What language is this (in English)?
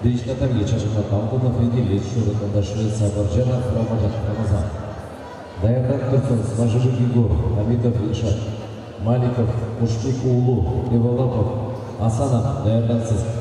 Kazakh